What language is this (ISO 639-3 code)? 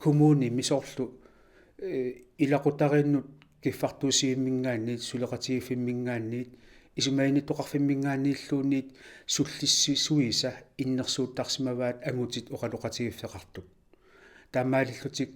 kal